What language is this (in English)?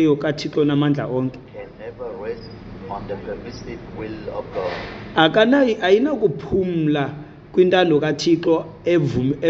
Xhosa